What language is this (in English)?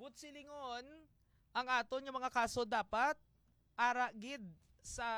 Hiligaynon